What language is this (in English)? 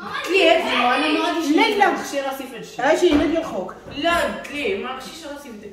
Moroccan Arabic